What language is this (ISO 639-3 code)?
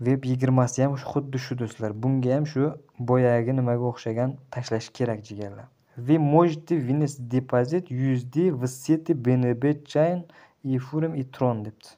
uzb